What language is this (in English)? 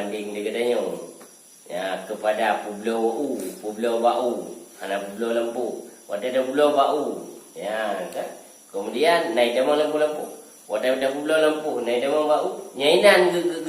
Achinese